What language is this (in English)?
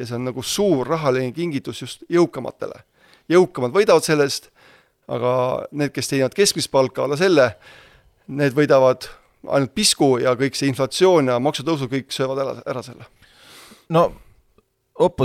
Estonian